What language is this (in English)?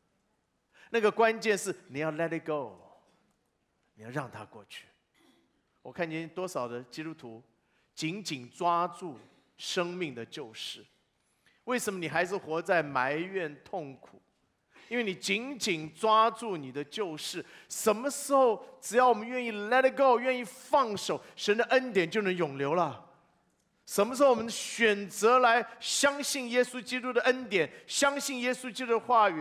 Chinese